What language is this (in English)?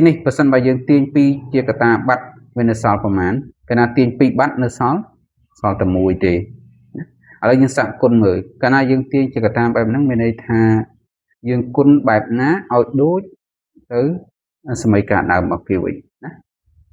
Khmer